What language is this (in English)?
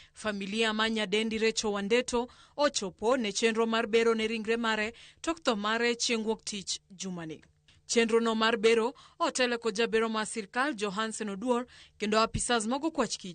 Luo (Kenya and Tanzania)